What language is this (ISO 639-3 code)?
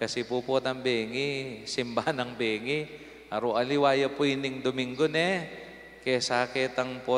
pam